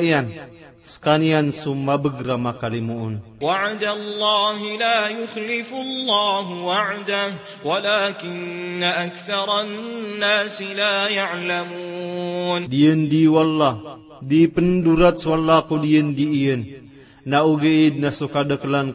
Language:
Maranao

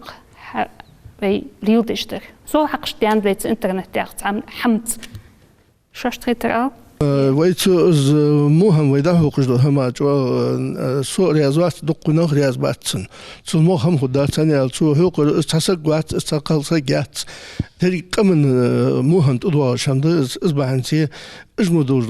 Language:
Ingush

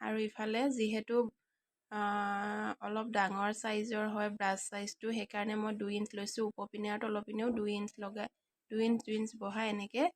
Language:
Assamese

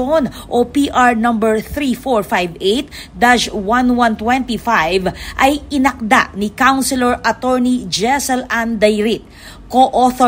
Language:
Pampanga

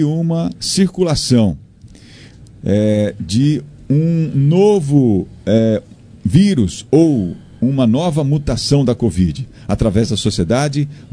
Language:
Portuguese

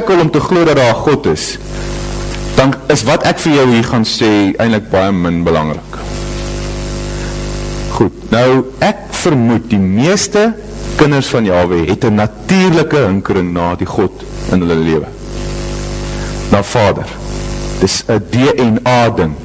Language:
Afrikaans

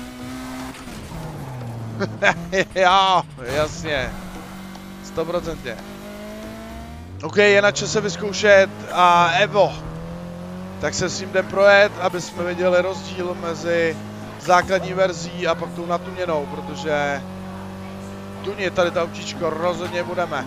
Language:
Czech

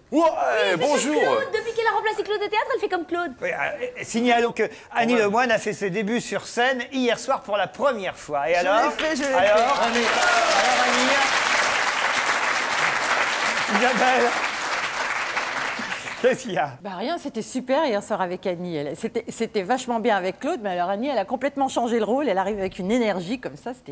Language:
French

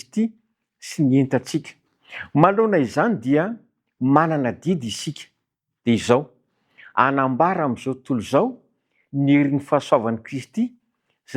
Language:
Malagasy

